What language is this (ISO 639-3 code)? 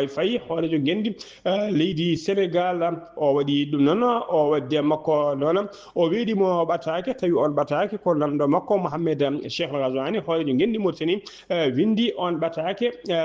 ful